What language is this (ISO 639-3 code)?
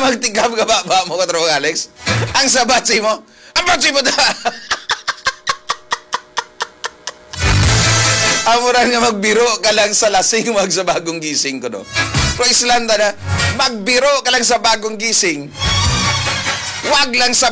fil